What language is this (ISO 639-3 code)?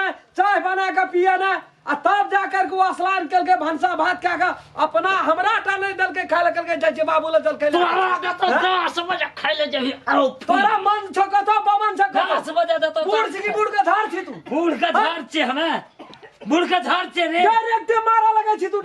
mai